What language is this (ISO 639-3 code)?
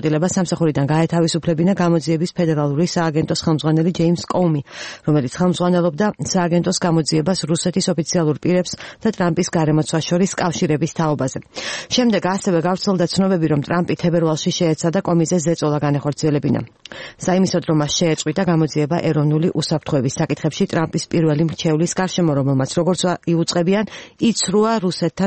kat